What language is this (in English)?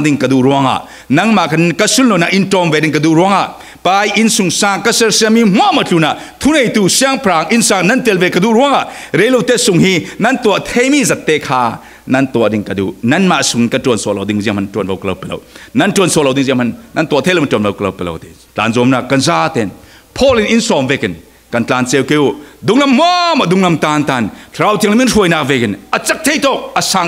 Falam Chin